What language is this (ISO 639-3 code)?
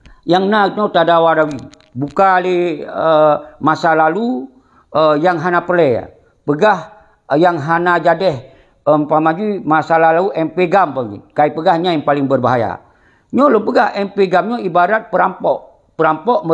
ace